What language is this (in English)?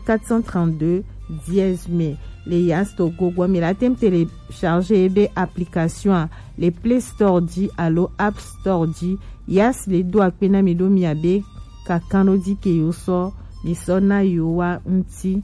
Gen